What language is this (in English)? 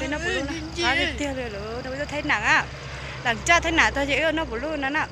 Hmong